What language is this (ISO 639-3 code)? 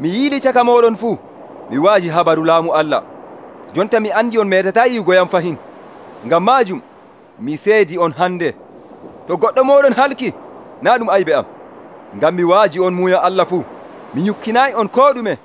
fuv